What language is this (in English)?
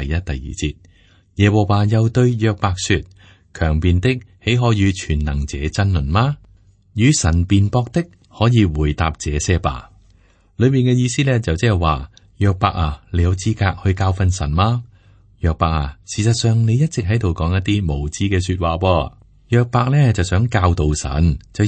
Cantonese